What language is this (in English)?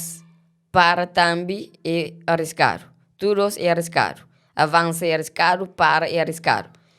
Kabuverdianu